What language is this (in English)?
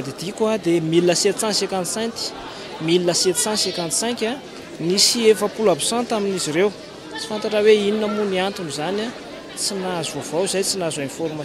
Malagasy